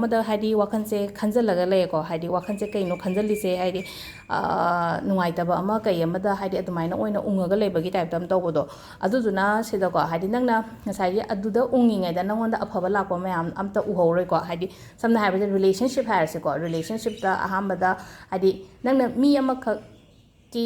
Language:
Manipuri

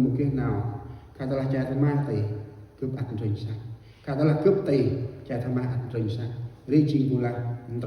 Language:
Central Mnong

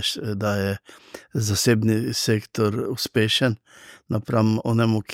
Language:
Slovenian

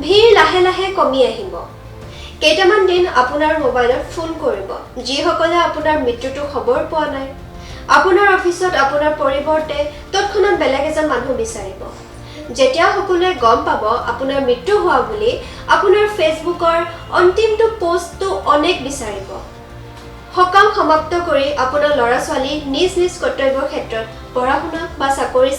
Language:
Assamese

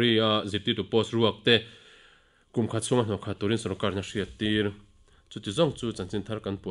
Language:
Mizo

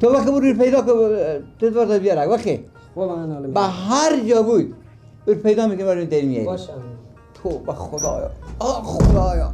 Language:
Persian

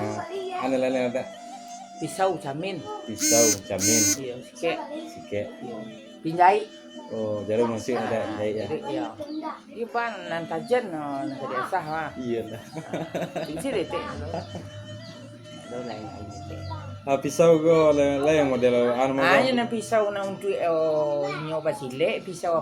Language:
Minangkabau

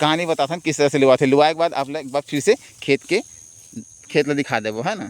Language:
Chhattisgarhi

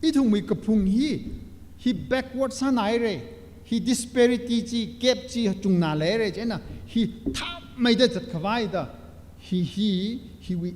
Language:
Tangkhul Naga (India)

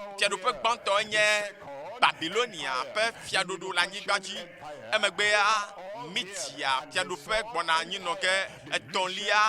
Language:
Ewe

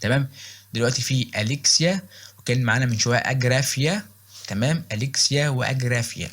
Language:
Egyptian Arabic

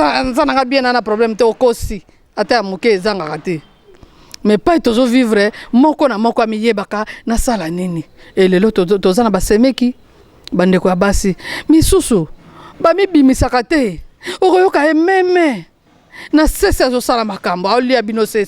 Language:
Lingala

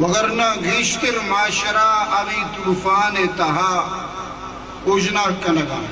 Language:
Eastern Balochi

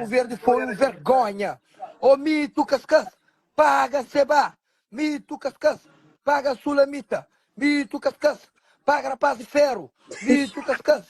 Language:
Kabuverdianu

